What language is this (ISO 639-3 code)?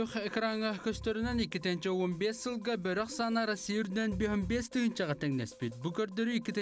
sah